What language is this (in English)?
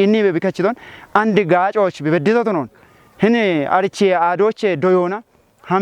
Kafa